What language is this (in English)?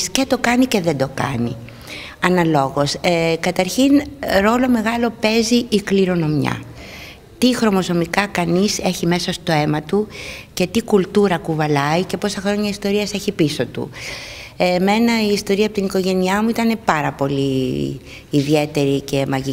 Greek